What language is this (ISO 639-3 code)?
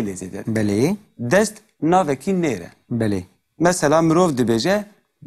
kur